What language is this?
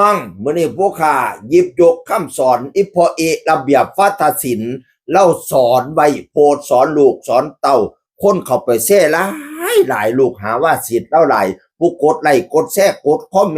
Northeastern Thai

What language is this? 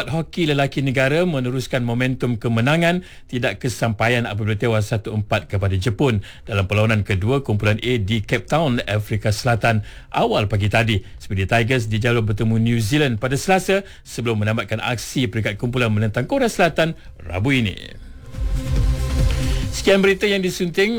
Malay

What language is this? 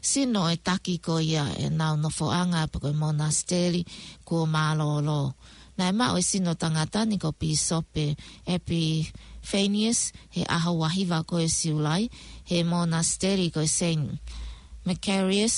Tongan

